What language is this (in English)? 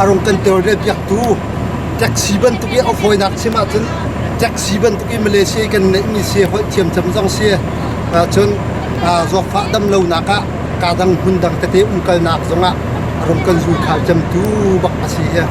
Hakha Chin